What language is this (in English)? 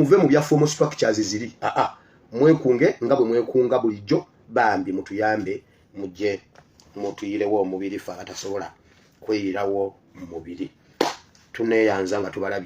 Ganda